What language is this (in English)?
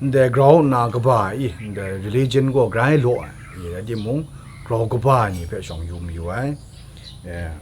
Kachin